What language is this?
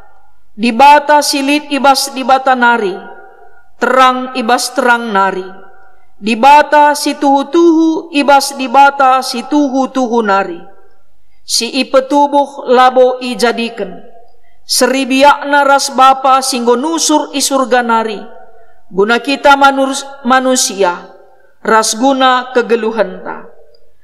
Batak Karo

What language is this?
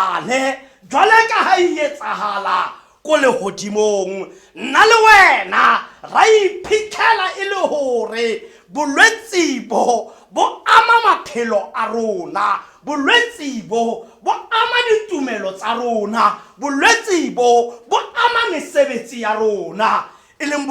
Tswana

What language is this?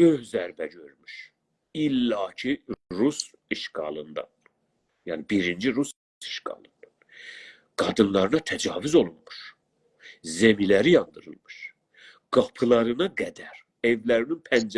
South Azerbaijani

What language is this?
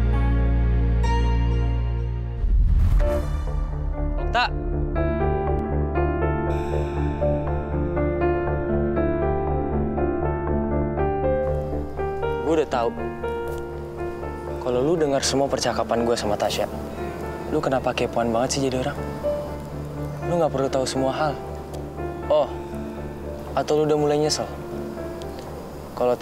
Indonesian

